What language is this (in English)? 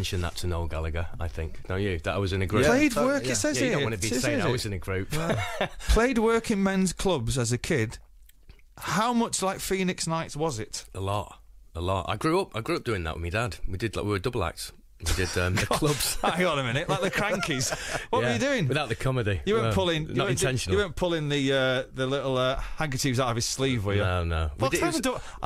English